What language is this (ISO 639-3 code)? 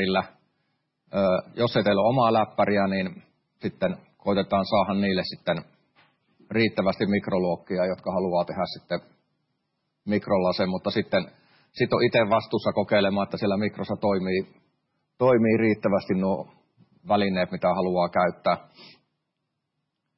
fin